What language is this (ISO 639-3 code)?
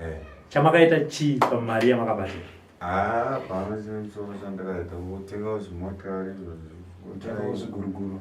sna